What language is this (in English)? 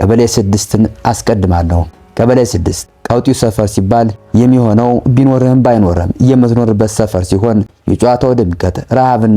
Amharic